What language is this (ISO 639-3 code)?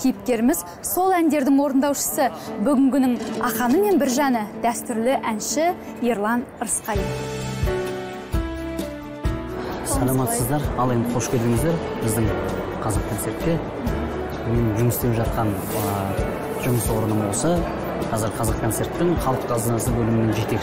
kaz